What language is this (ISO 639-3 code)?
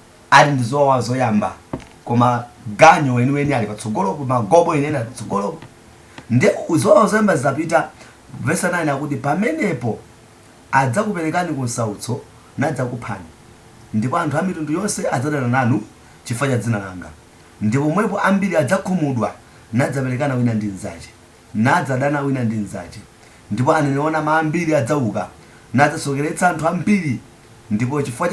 nya